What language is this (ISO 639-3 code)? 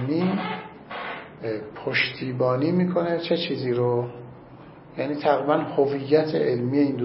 fas